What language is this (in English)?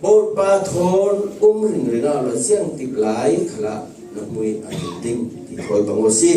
Falam Chin